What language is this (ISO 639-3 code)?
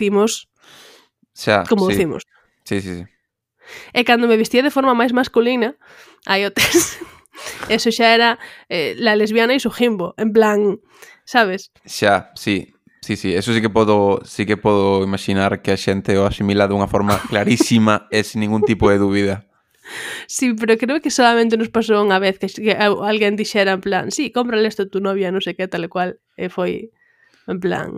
glg